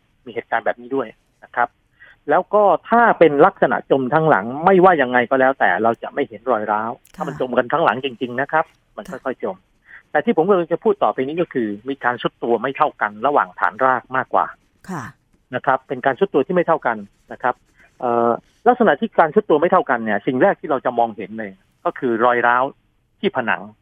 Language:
Thai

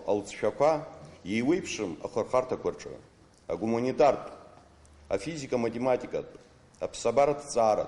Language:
Abkhazian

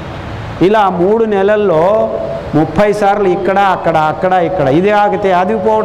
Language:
Telugu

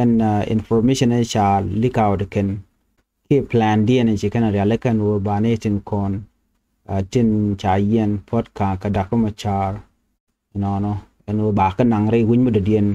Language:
Nuer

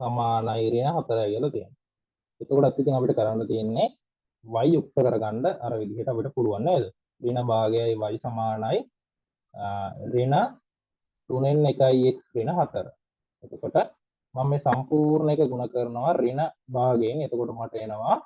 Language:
Sinhala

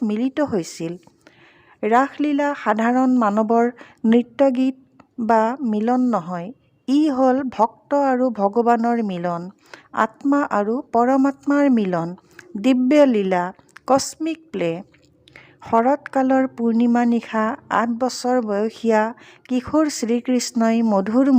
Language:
Assamese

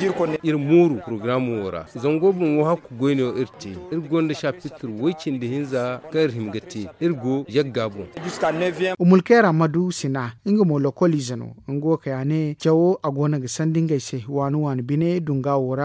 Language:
Zarma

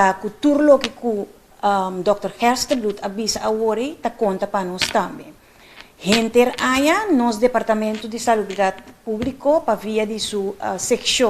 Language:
Papiamento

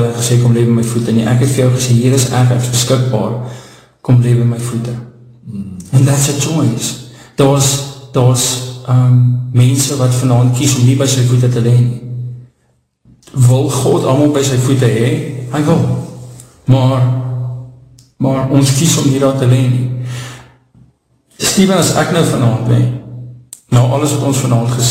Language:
Afrikaans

